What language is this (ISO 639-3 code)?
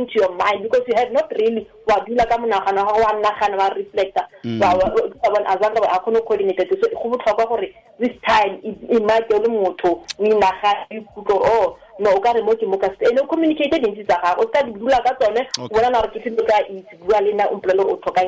tsn